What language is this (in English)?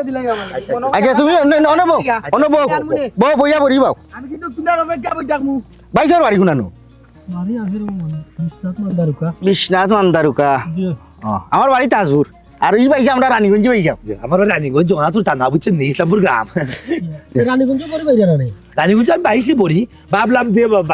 Sylheti